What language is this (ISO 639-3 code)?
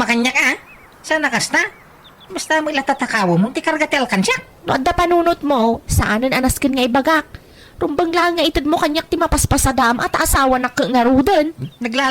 ilo